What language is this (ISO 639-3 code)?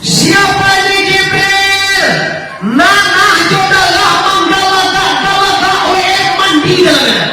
min